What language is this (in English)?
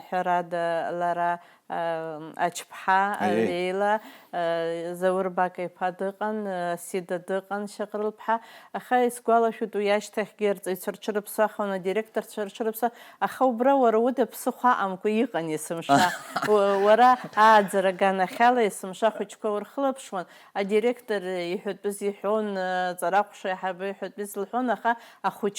Abkhazian